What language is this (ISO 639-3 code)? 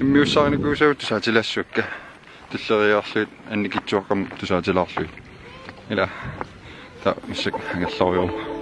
kal